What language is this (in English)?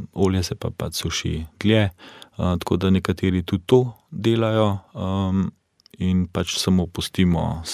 Slovenian